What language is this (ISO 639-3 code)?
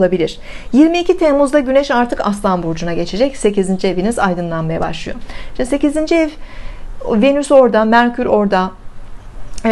tur